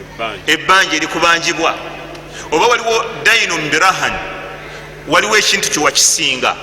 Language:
Ganda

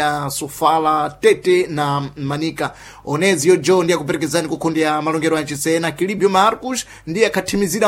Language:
Sena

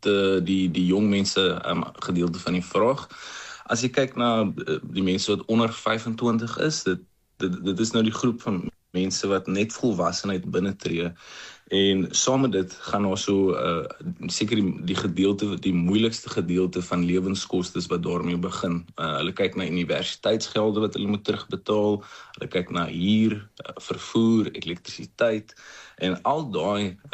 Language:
Afrikaans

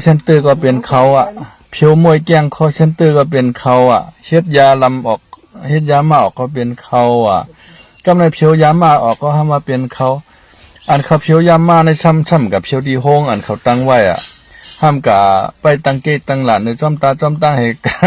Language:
Shan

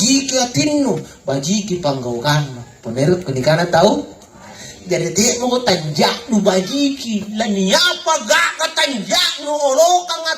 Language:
Makasar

